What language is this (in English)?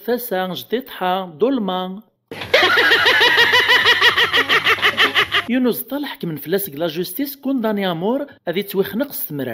Kabyle